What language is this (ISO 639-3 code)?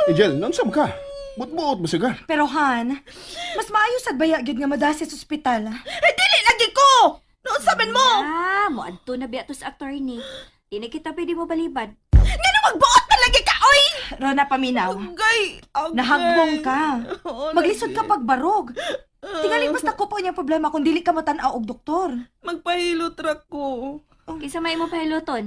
ceb